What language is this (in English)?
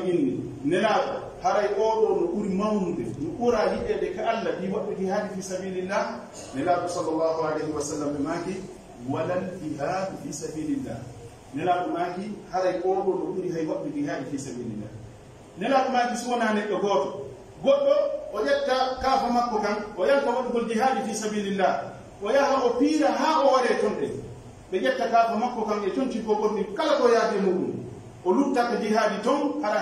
Pular